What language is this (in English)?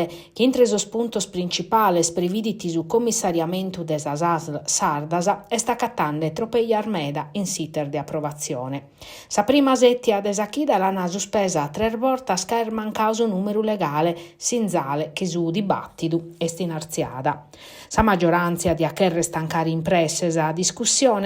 Sardinian